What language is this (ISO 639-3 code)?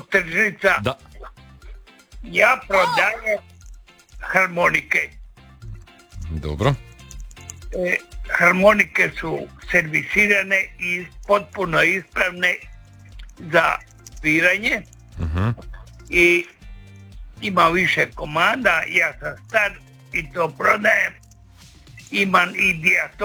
hrv